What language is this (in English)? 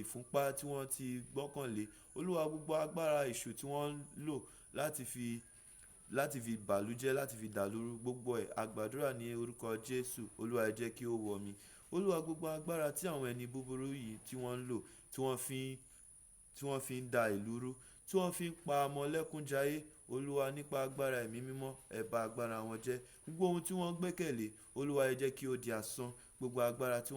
Yoruba